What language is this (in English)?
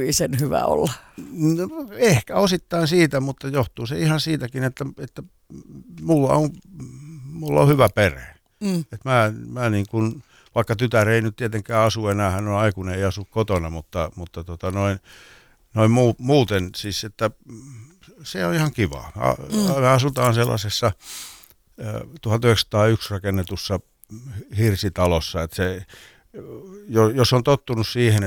Finnish